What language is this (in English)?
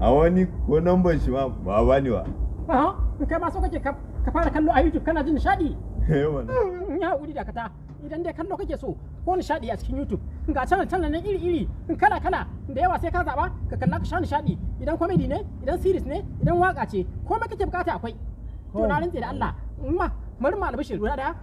Hausa